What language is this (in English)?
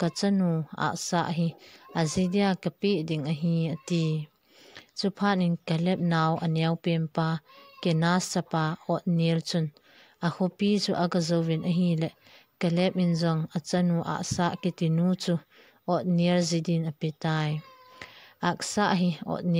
Thado Chin